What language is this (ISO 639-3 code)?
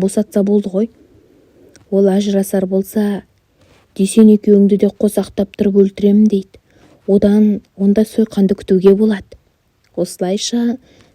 kaz